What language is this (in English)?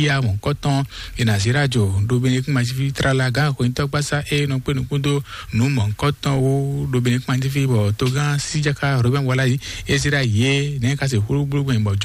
Fon